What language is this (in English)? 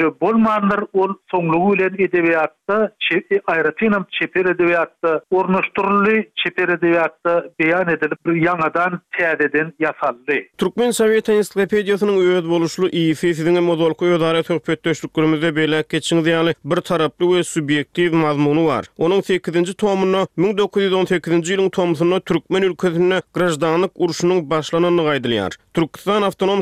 Turkmen